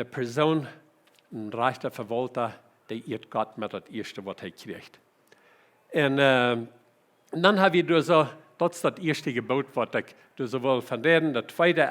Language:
Plautdietsch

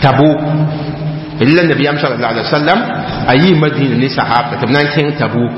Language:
Mossi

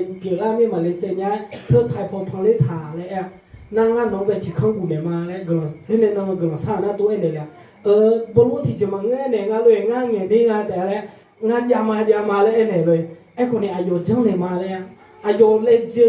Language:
Akha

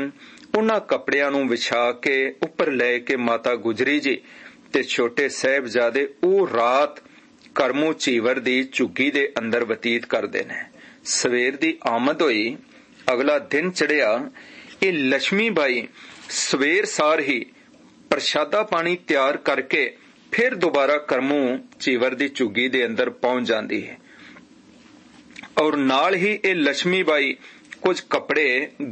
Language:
Punjabi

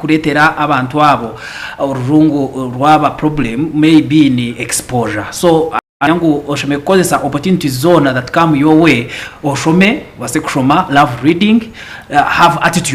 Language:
Nyankole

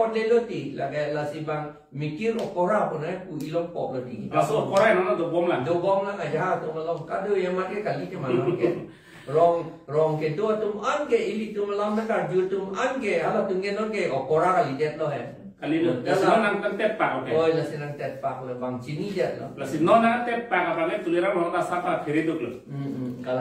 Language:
Karbi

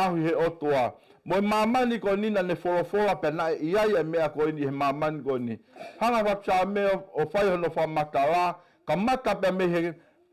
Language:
Tongan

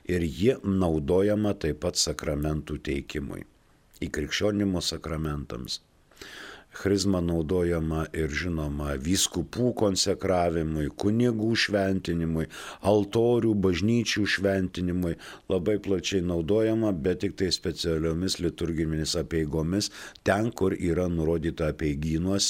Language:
Lithuanian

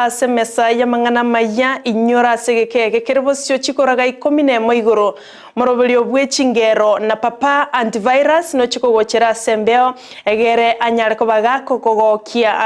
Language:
Gusii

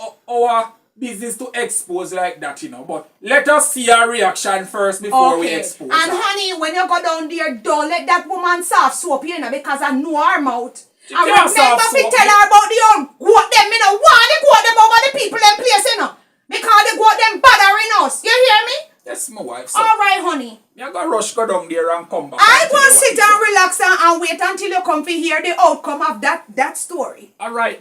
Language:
Jamaican Creole English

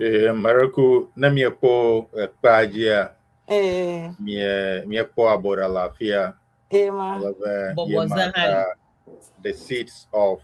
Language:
Ewe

